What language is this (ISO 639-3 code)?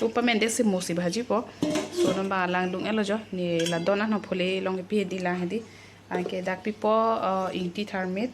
mjw